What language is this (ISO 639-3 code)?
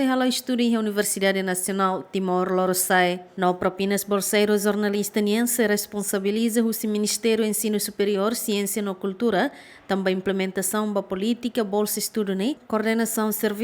tet